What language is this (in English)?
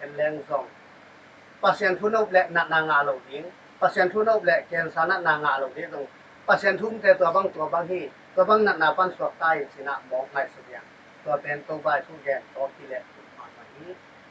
Tedim Chin